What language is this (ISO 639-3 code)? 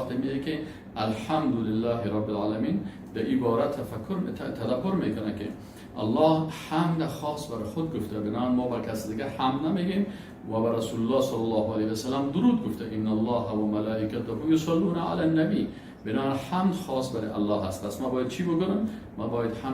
fas